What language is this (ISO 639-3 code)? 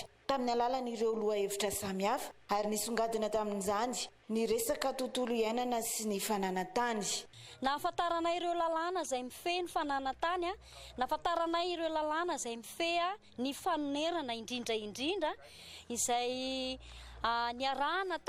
mlg